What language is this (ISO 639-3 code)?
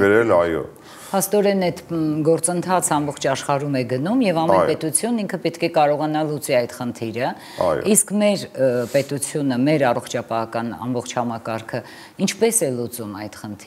hye